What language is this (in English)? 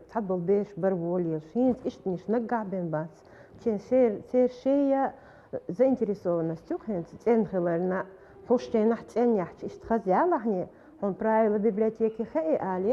Chechen